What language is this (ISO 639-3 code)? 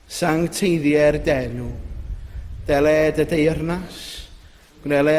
cym